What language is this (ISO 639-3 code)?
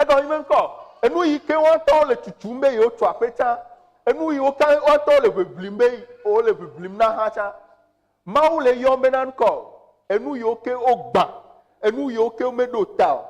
ewe